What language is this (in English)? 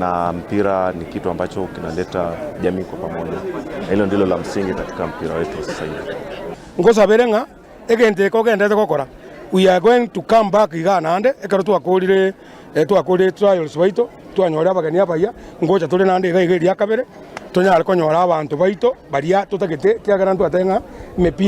Gusii